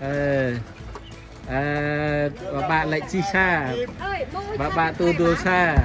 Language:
Central Mnong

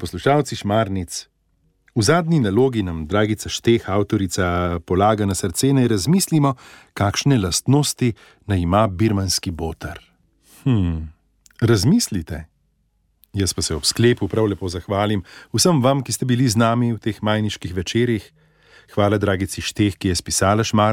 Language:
Slovenian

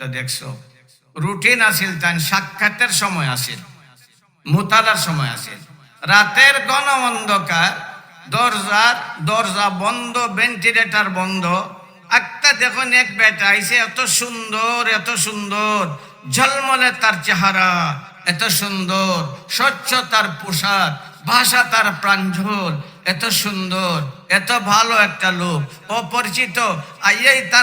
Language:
Sylheti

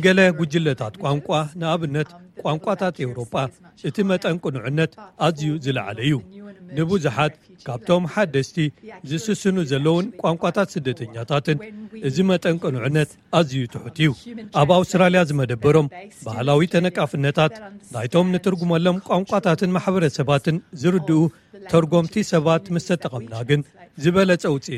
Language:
Tigrinya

